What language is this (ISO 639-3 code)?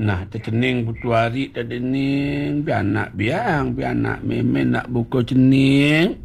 ban